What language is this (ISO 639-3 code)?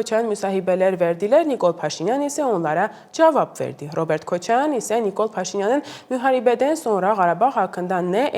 aze